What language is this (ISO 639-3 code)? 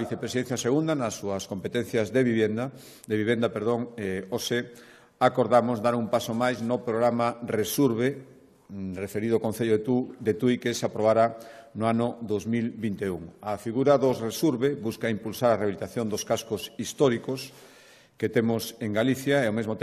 glg